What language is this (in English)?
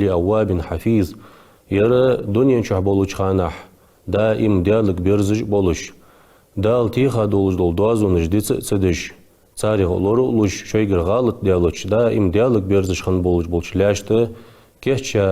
Ingush